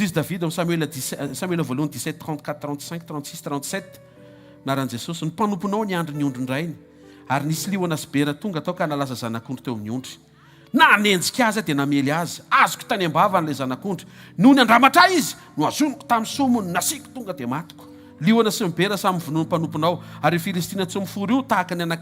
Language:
Malagasy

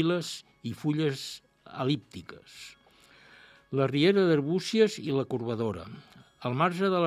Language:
Catalan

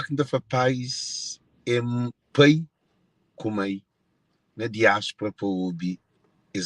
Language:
Kabuverdianu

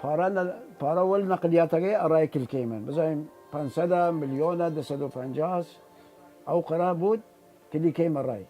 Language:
Southern Kurdish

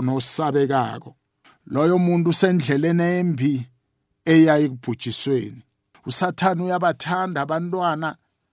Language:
South Ndebele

